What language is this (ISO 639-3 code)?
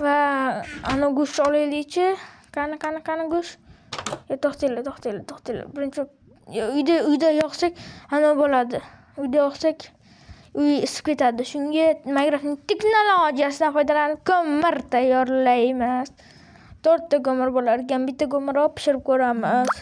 uzb